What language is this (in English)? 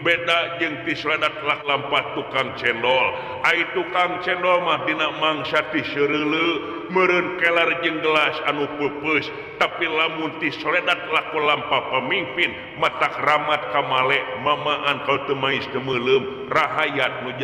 Sundanese